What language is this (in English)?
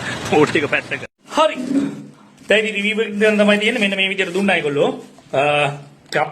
Sinhala